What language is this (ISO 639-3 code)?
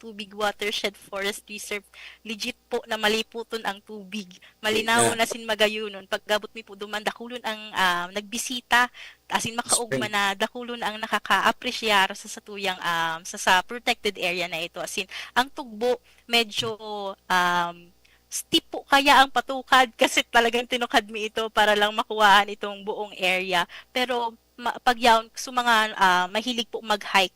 bik